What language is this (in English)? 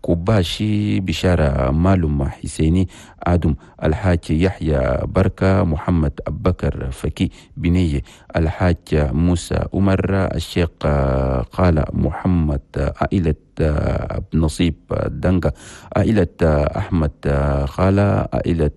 Chadian Arabic